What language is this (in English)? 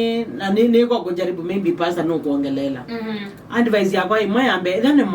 Kamba